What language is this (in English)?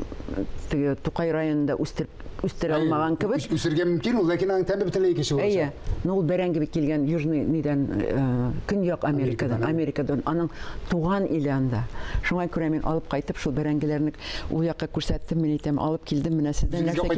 Tatar